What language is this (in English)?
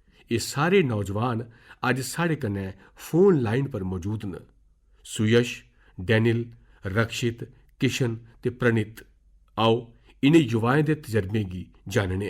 Dogri